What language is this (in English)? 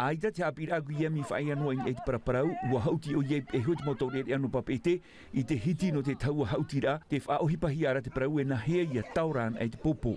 Tahitian